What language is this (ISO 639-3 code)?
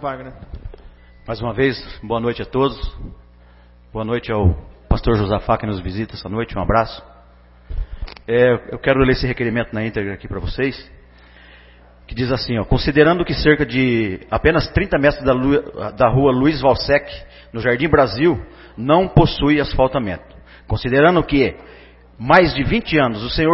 por